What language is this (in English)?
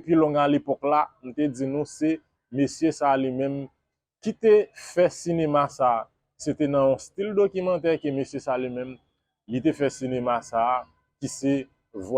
Haitian Creole